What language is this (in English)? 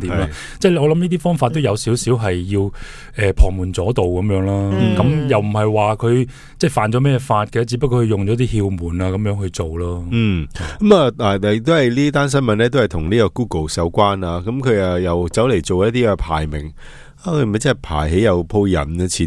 Cantonese